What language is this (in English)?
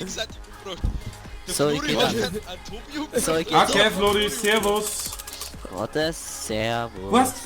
Bavarian